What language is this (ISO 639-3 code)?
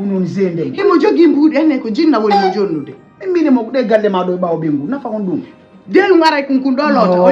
ful